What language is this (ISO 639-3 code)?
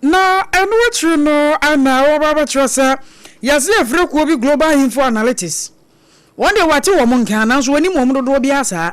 aka